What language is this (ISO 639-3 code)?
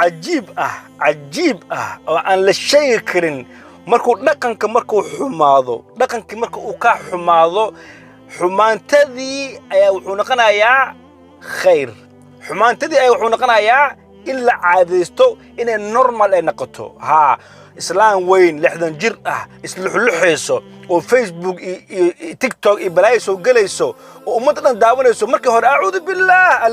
som